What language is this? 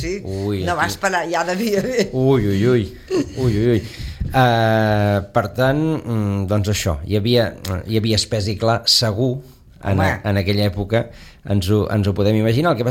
Catalan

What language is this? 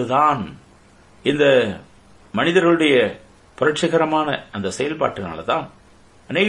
Tamil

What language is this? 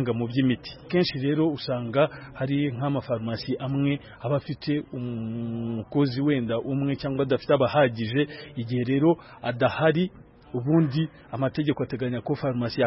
Kinyarwanda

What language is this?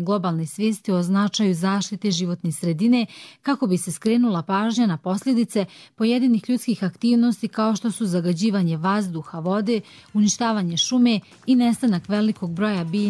Bosnian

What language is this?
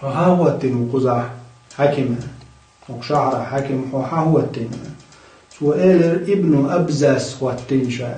Chechen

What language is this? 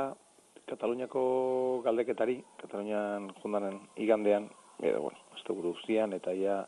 Basque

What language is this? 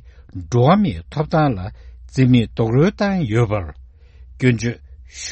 Tibetan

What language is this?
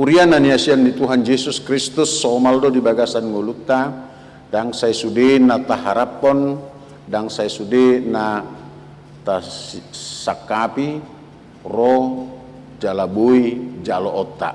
Batak Toba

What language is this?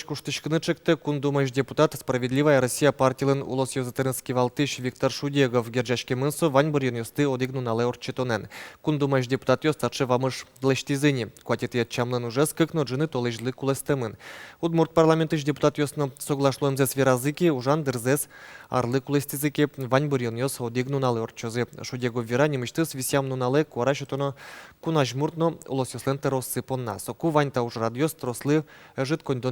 Udmurt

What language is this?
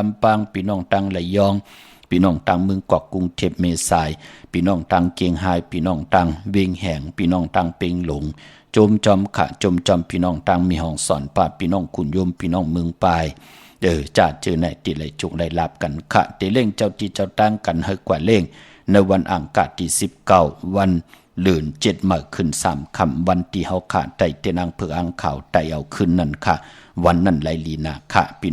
Shan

